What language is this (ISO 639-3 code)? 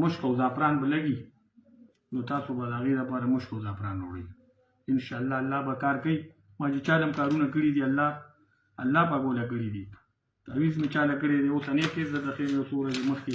pus